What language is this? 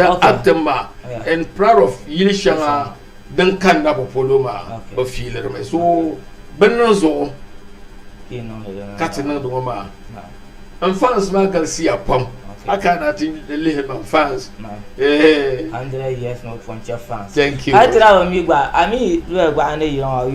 Dagbani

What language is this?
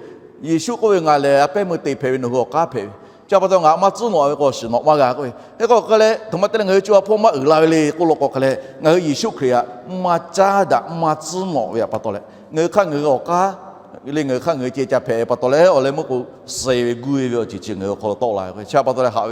Lahu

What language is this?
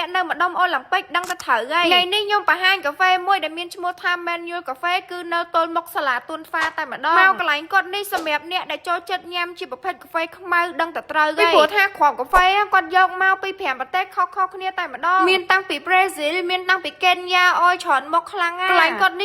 Khmer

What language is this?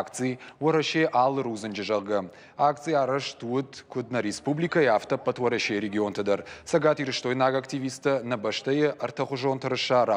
Ossetic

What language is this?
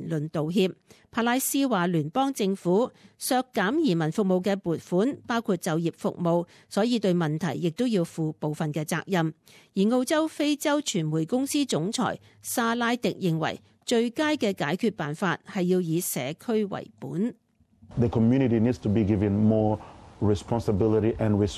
Cantonese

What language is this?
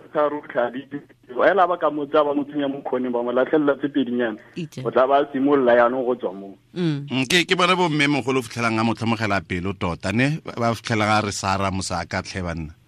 Tswana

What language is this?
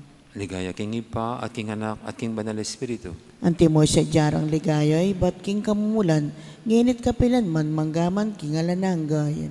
Pampanga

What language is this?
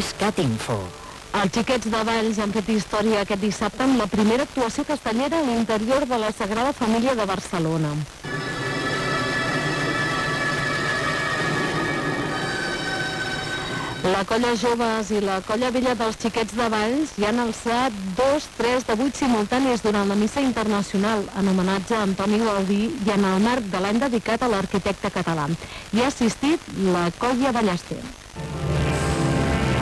Catalan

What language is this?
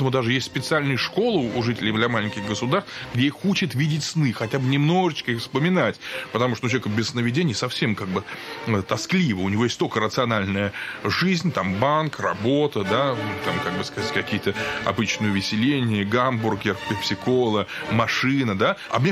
Russian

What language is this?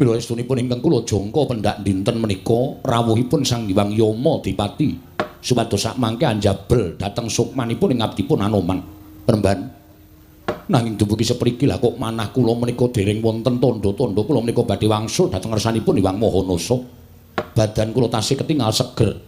Javanese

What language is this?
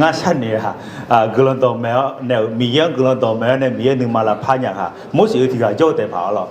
Akha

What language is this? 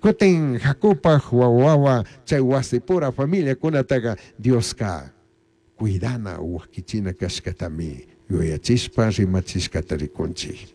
Chimborazo Highland Quichua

